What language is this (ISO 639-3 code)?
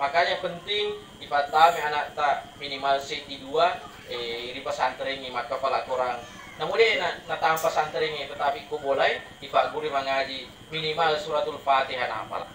bug